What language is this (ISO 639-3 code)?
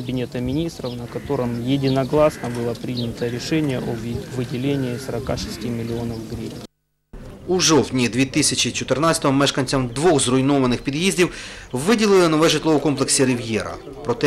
ukr